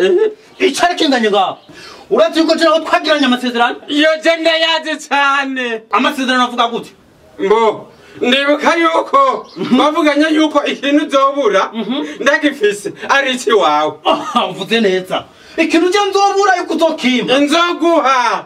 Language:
Rundi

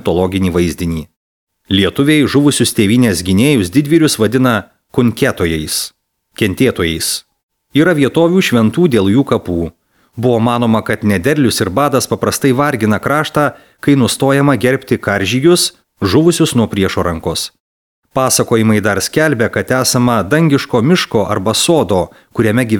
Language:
Lithuanian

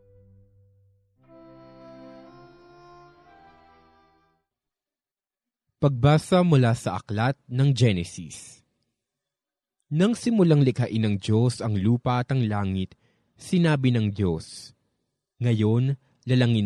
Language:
Filipino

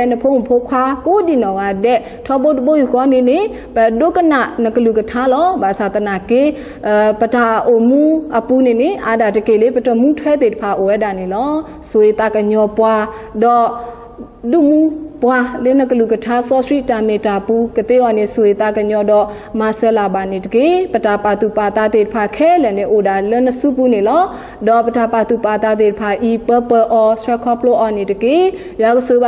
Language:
S'gaw Karen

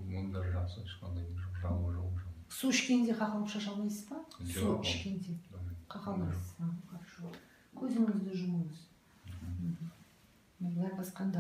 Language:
Kazakh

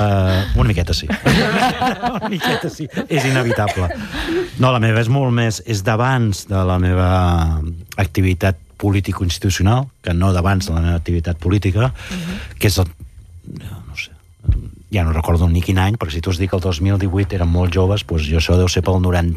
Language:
Catalan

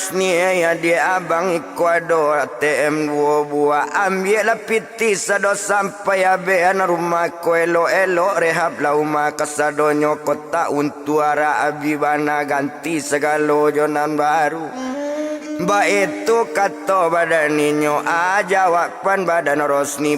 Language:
Minangkabau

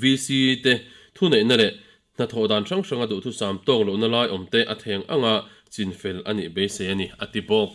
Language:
Mizo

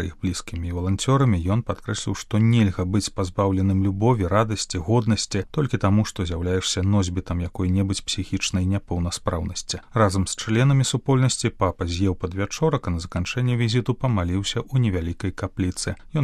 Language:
Belarusian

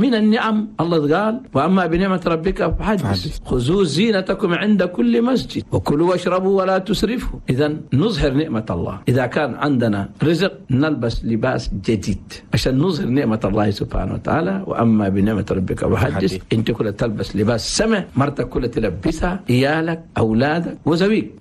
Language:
Chadian Arabic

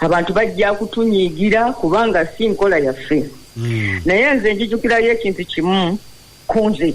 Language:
Ganda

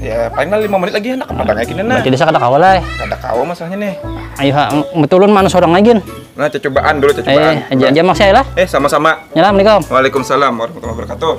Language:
Banjar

